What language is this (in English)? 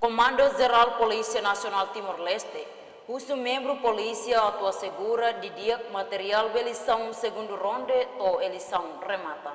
Tetum